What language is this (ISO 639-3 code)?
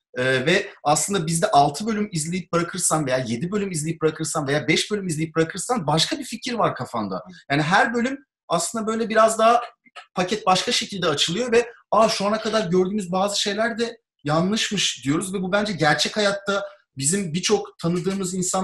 tur